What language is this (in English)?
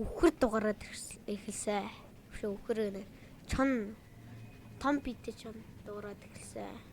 Mongolian